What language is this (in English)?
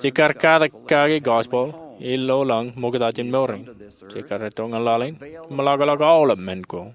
Marshallese